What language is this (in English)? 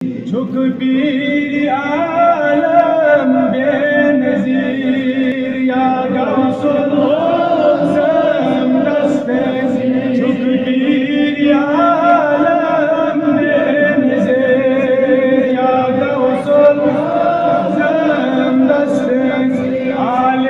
Kashmiri